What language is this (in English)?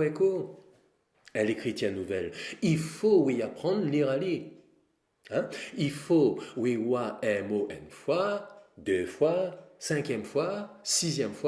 Réunion Creole French